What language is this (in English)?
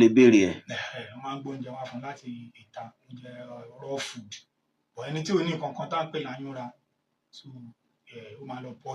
Yoruba